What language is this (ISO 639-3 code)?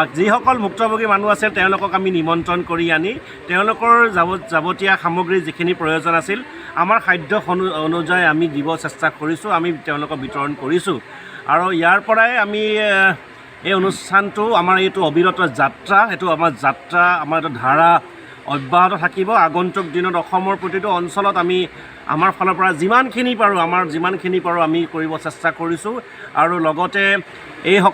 asm